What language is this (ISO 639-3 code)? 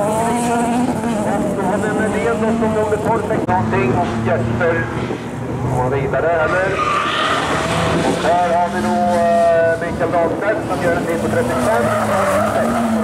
swe